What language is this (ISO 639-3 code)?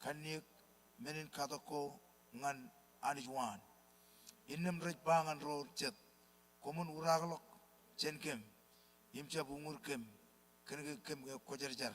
mah